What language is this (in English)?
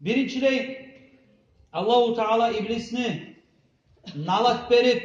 Kumyk